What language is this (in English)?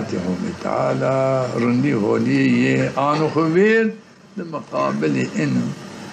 Zaza